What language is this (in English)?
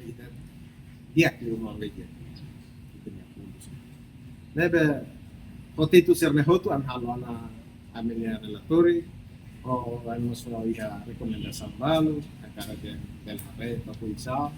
Tetum